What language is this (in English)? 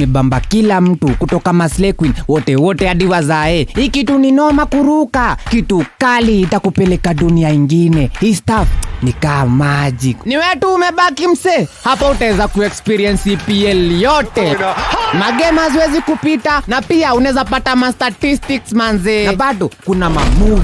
Kikuyu